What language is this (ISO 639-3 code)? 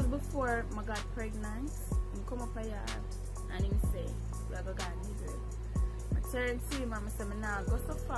jam